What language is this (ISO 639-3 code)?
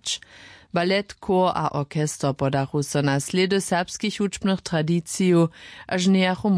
hsb